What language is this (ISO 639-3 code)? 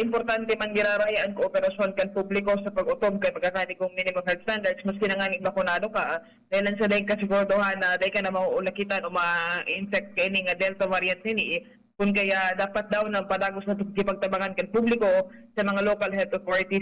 bik